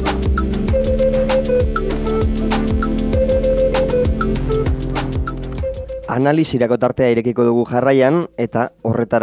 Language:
Basque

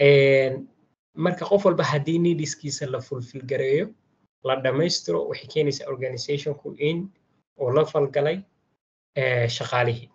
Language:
Somali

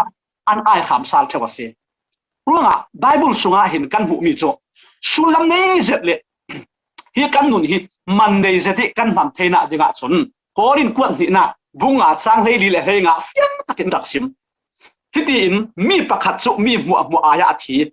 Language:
Falam Chin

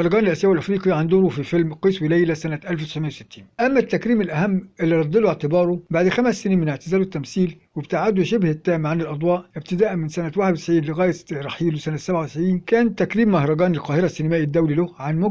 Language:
Egyptian Arabic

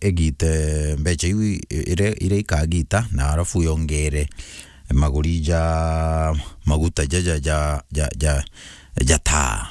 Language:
Meru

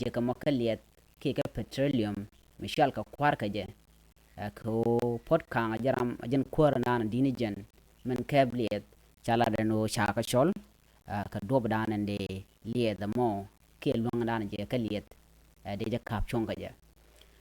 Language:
Nuer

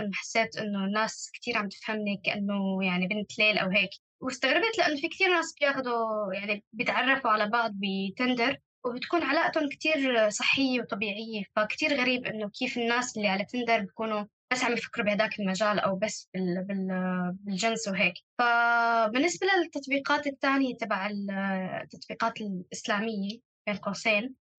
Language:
North Levantine Arabic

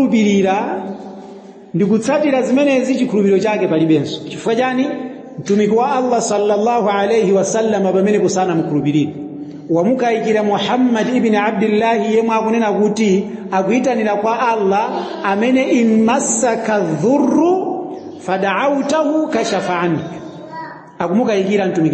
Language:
Nyanja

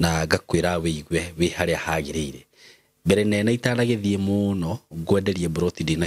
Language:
Kikuyu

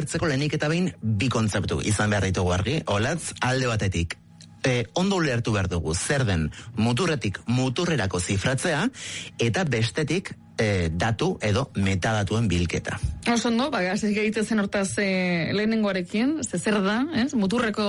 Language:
Basque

